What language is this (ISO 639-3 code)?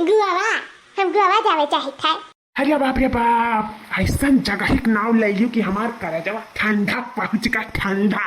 awa